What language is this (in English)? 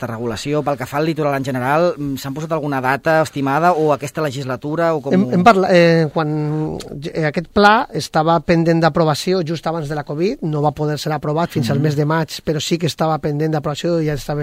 Catalan